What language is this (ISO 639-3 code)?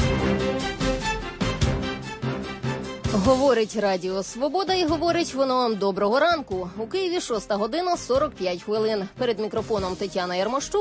ukr